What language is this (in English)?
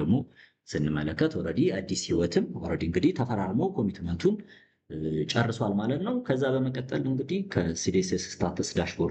Amharic